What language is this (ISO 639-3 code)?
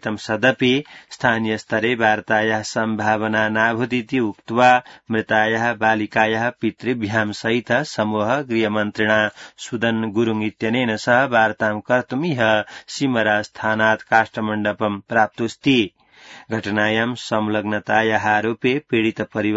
san